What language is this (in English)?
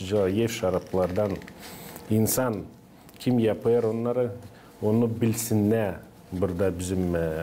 Gagauz